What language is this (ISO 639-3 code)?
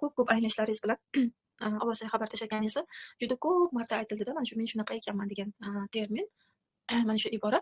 uzb